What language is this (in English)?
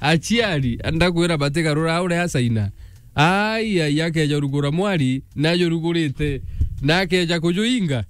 Meru